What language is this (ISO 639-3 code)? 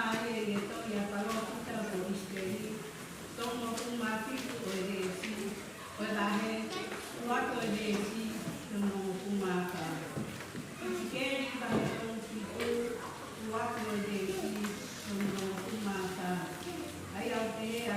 ton